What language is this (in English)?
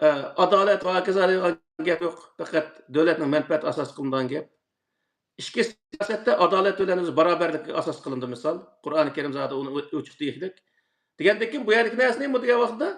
Uyghur